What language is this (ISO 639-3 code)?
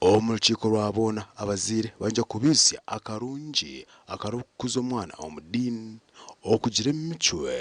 nyn